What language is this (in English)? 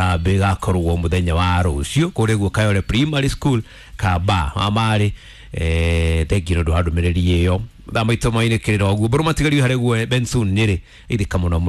Kikuyu